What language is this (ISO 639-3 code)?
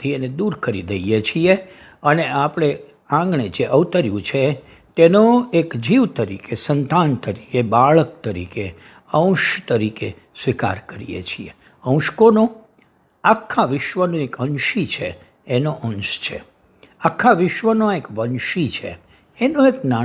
guj